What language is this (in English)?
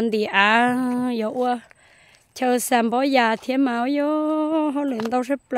Hmong